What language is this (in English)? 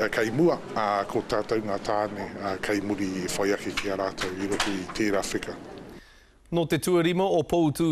Māori